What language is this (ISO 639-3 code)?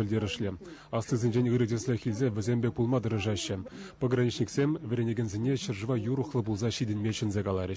chv